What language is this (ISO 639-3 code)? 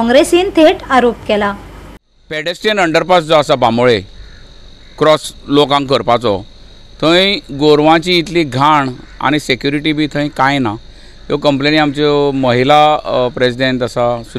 kok